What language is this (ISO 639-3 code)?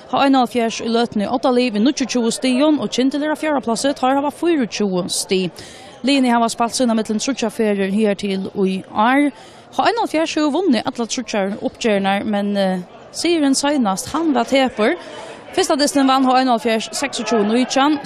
fao